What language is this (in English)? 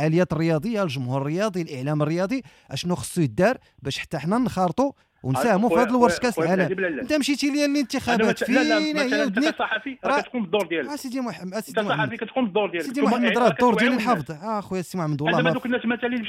Moroccan Arabic